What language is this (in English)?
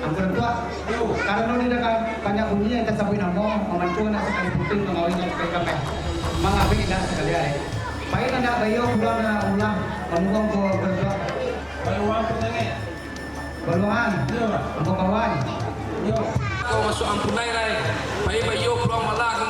Minangkabau